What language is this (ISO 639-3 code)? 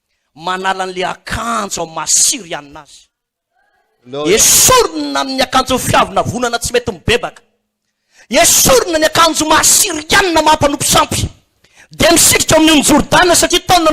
mlg